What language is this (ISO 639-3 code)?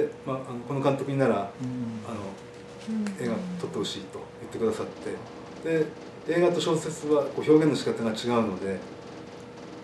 jpn